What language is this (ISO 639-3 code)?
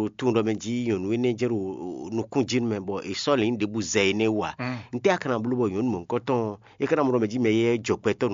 fon